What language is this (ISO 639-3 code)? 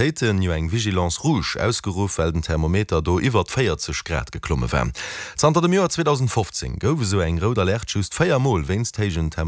ltz